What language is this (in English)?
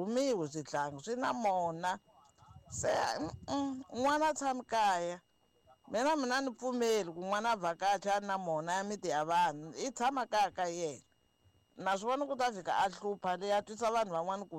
Tsonga